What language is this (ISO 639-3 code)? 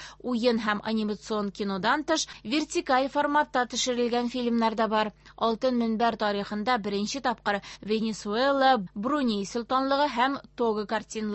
tat